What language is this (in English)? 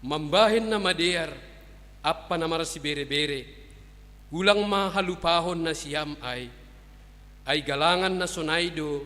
Batak Simalungun